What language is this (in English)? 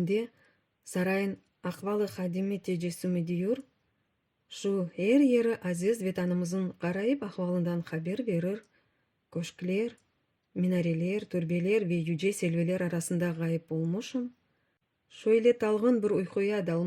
Crimean Tatar